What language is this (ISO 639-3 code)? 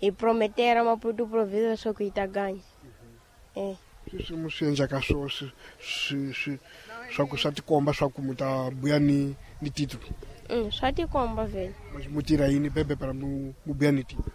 tso